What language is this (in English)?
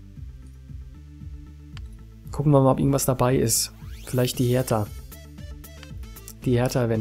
German